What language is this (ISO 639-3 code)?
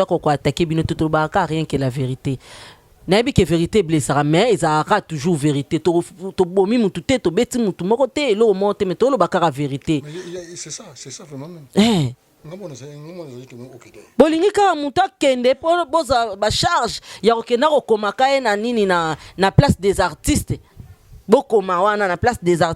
lin